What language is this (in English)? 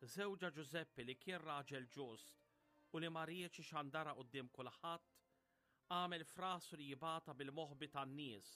Maltese